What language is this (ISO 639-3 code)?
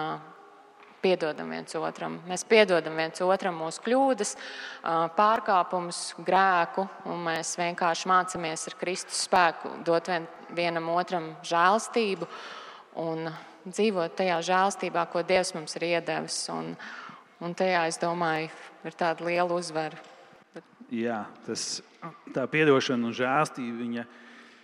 lav